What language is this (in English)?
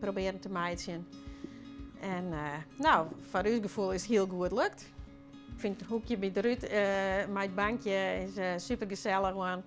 Western Frisian